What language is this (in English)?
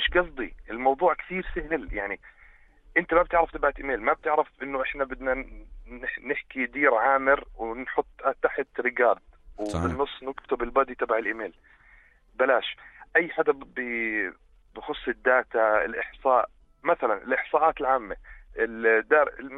North Levantine Arabic